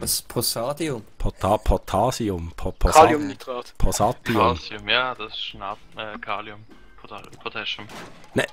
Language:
Swiss German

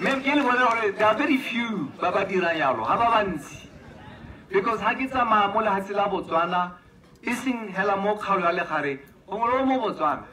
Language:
Tswana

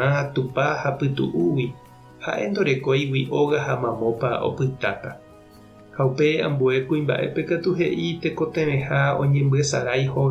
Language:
Guarani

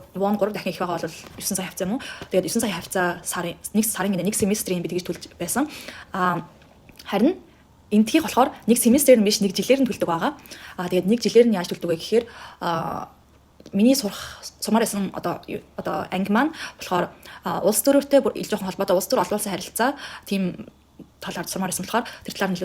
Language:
Mongolian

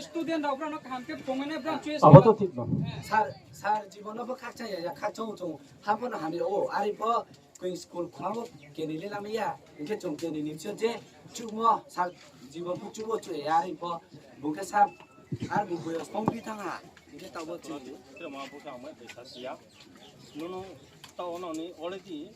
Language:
Riang (India)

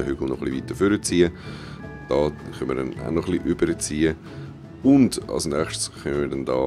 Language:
Swiss German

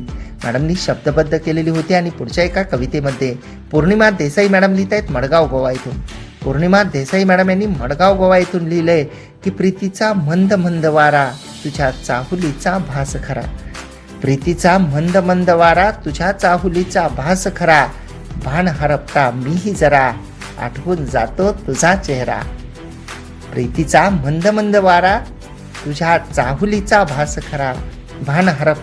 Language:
Marathi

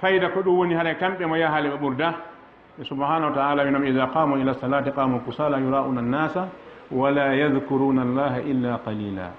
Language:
Fula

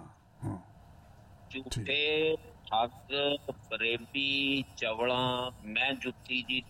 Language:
Punjabi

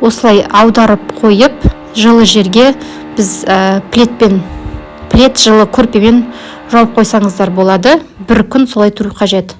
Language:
Kazakh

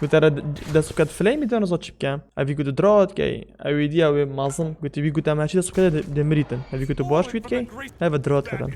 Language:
Kurdish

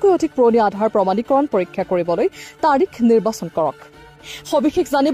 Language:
Assamese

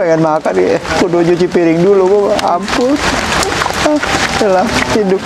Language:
Betawi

